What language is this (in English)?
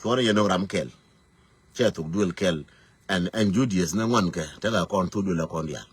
Nuer